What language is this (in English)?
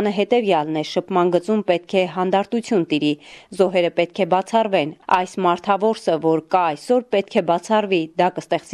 Armenian